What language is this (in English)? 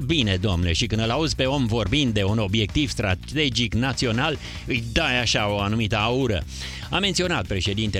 Romanian